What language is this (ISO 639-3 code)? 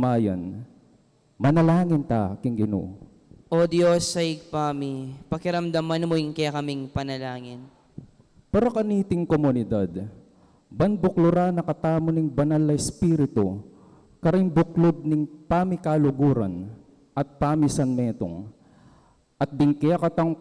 pam